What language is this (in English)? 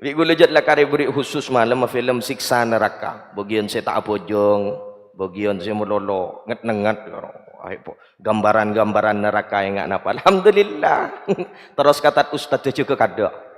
Madurese